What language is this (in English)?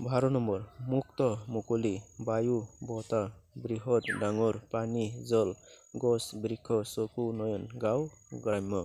Assamese